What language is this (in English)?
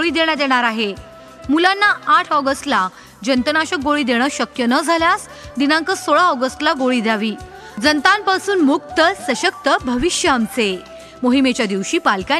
Marathi